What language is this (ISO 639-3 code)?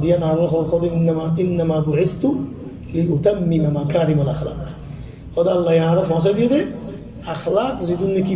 rhg